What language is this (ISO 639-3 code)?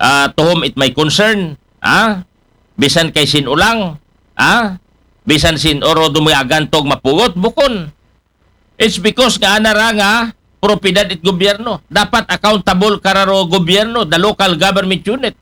akl